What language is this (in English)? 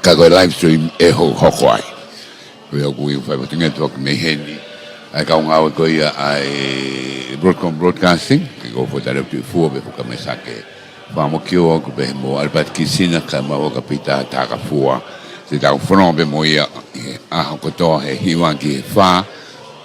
Tongan